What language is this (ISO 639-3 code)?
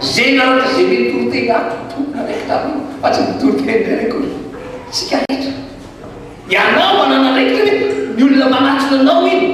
mlg